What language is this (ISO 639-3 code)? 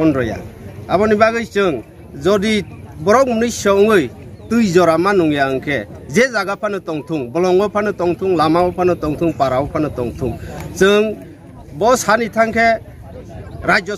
ria